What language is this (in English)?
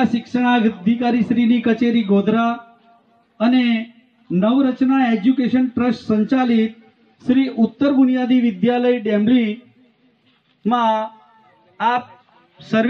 Gujarati